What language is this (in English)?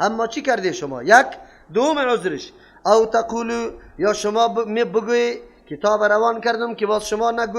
Persian